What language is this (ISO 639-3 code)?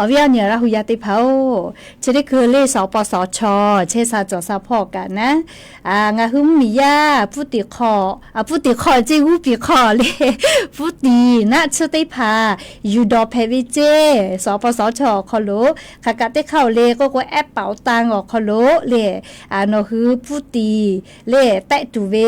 lhu